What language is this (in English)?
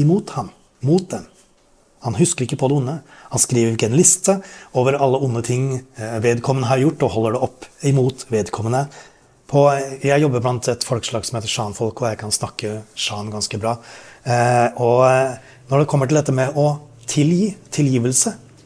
Norwegian